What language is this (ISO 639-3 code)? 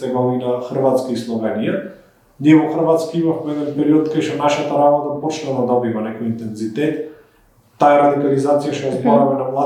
mkd